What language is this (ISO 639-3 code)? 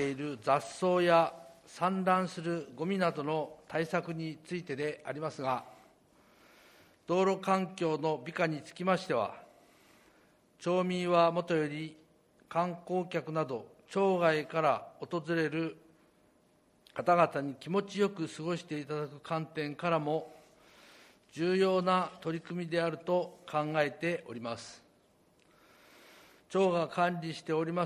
jpn